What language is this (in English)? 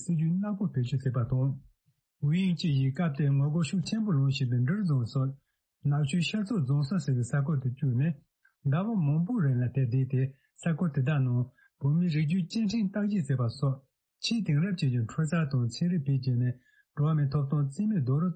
Tibetan